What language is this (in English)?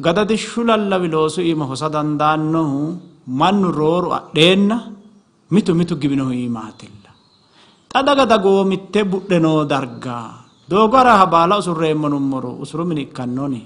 Sidamo